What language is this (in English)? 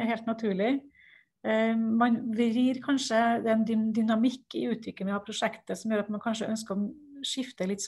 Norwegian